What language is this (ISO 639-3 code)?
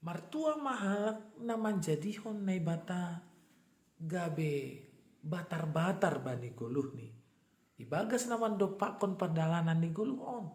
bts